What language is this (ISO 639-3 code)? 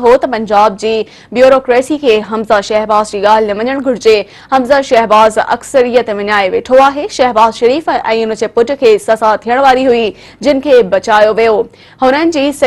snd